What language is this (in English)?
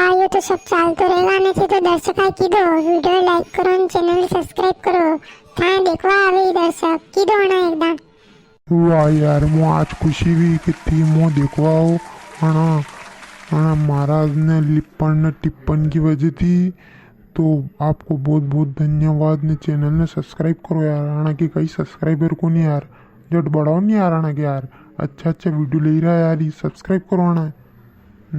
Rajasthani